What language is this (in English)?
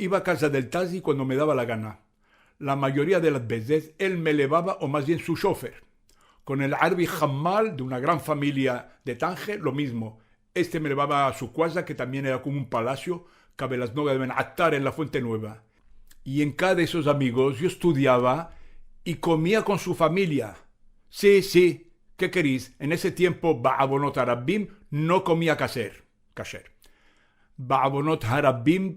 Ladino